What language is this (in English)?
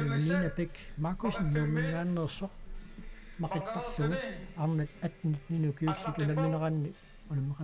Kalaallisut